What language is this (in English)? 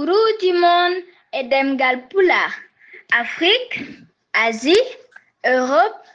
Fula